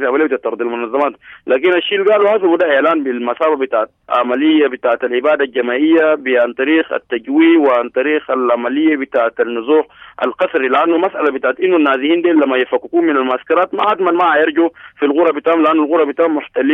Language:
Sudanese Arabic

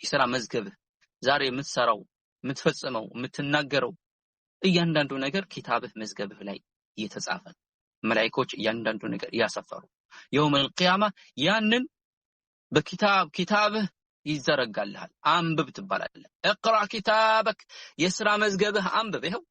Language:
Amharic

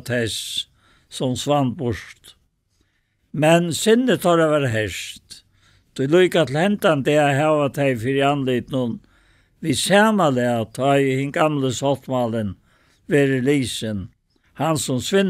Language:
Faroese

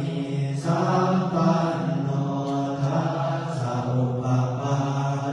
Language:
Pali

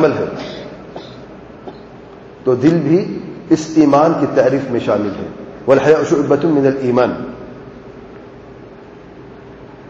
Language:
Urdu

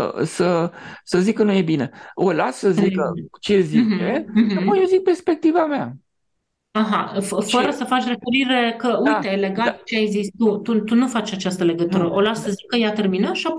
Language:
Romanian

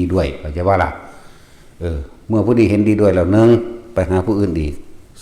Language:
Northeastern Thai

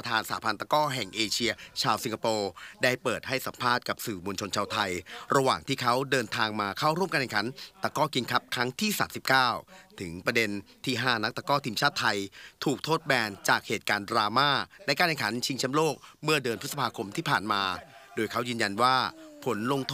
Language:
Thai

